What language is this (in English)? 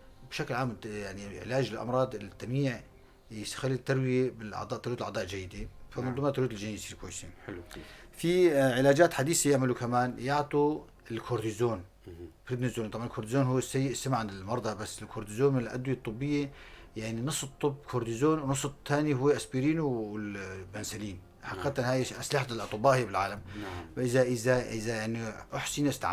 North Levantine Arabic